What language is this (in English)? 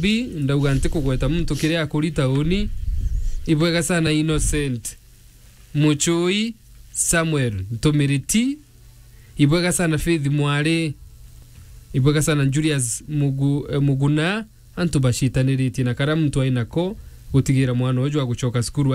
Meru